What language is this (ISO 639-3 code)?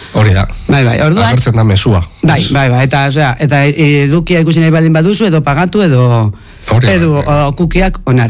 eus